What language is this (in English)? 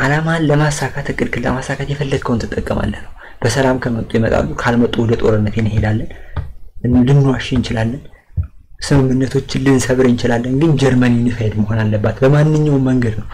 Amharic